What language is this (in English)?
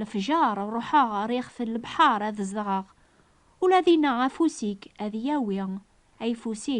Kabyle